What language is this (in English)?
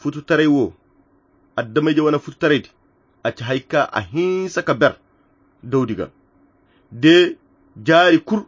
Koyra Chiini